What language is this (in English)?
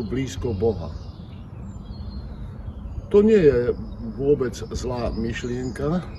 Slovak